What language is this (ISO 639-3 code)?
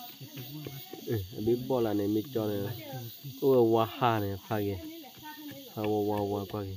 ksw